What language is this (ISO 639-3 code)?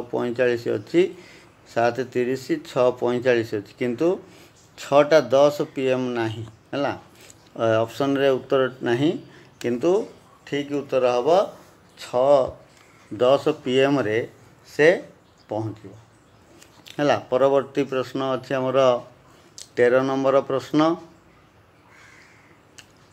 ori